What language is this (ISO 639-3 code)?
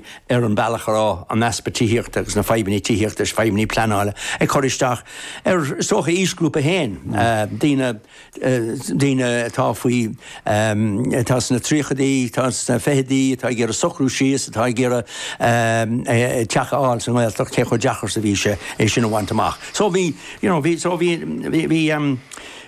gle